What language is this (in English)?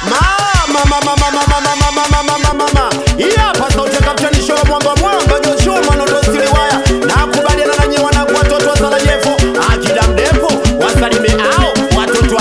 Swahili